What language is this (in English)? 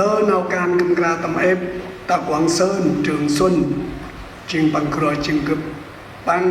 Central Mnong